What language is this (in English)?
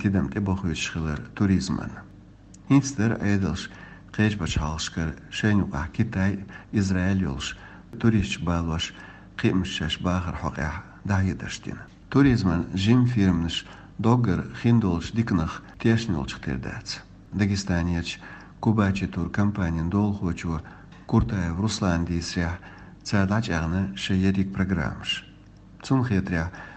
Chechen